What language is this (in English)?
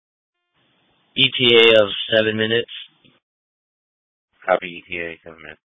English